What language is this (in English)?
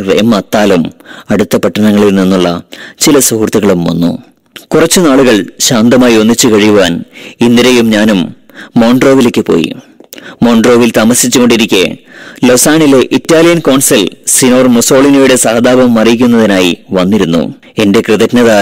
Malayalam